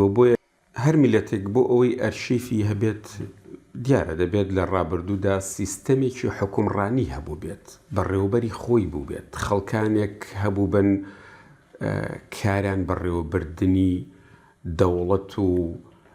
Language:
Central Kurdish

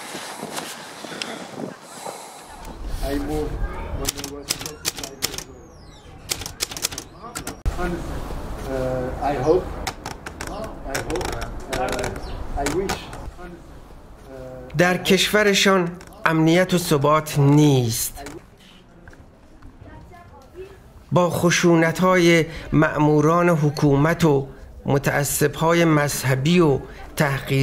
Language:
Persian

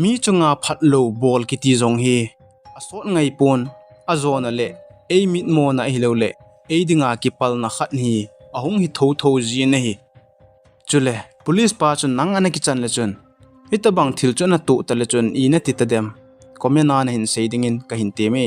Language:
Thado Chin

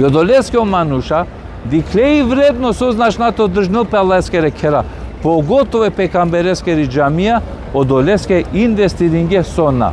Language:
Balkan Romani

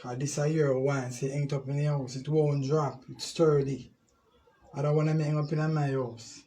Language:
Jamaican Creole English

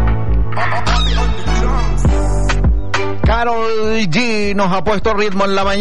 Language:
Spanish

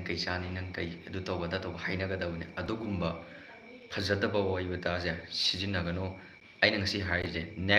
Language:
Manipuri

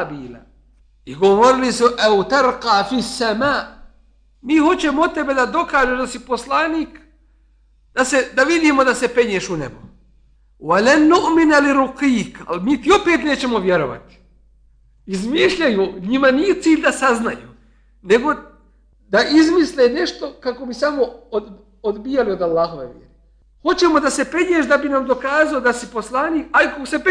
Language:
Bosnian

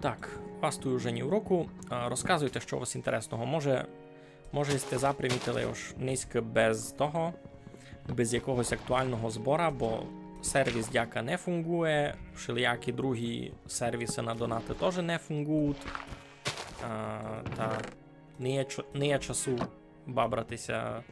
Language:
Rusyn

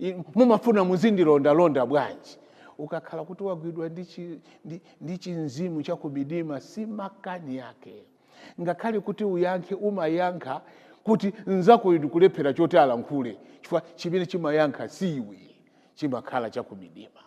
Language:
Nyanja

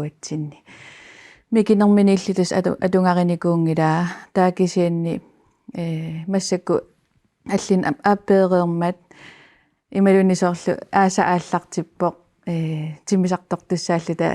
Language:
Kalaallisut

